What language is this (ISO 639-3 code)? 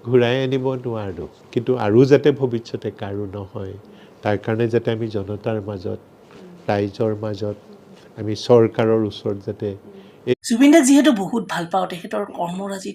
asm